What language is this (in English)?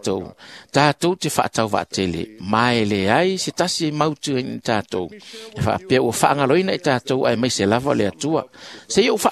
Samoan